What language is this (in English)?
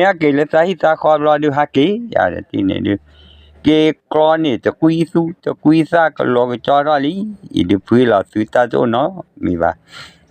S'gaw Karen